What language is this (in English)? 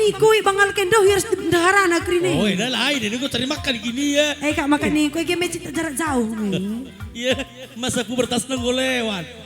Batak Karo